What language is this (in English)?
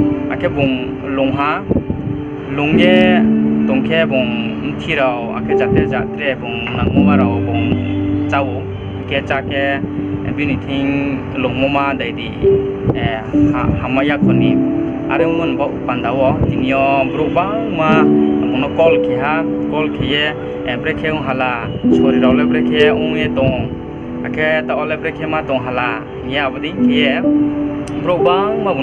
Riang (India)